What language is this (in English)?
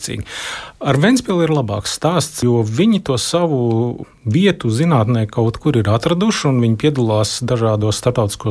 Latvian